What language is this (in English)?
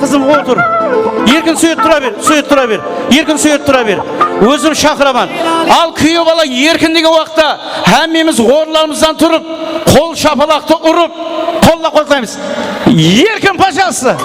Kara-Kalpak